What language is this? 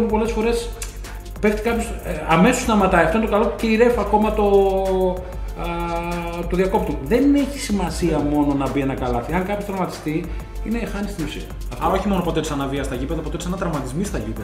Greek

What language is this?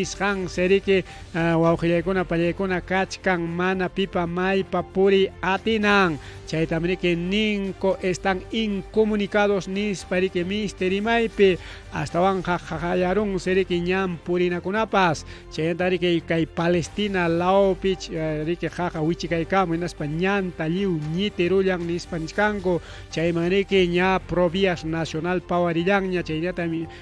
Ayacucho Quechua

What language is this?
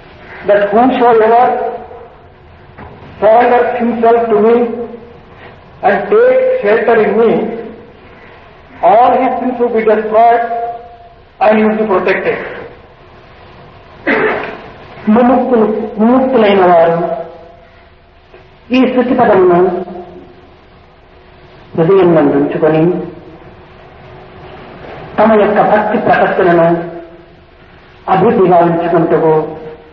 Telugu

